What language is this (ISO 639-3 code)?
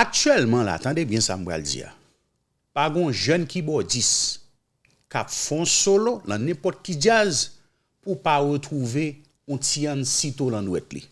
hat